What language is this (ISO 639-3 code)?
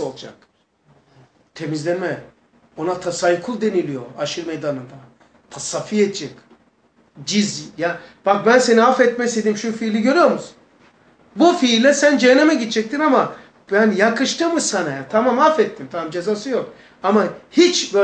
tur